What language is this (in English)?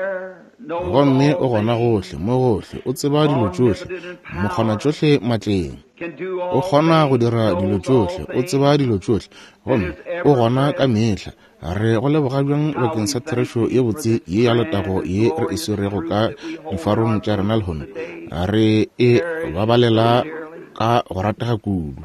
Northern Sotho